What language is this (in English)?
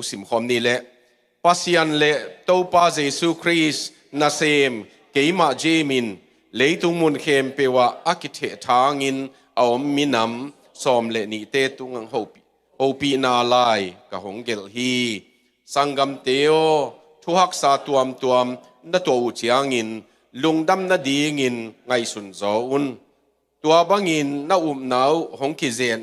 Tedim Chin